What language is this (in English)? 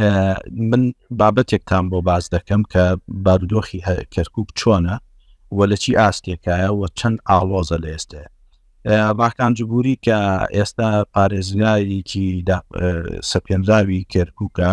Central Kurdish